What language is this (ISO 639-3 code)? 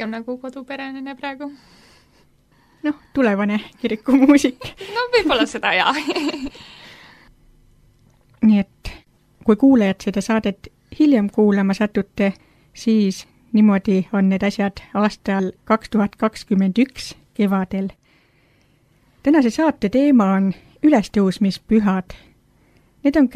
est